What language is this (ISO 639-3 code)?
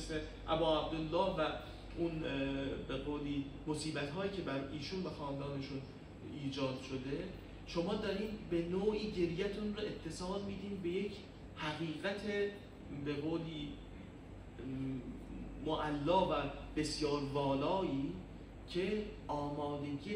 fas